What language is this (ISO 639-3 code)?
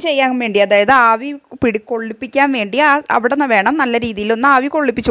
mal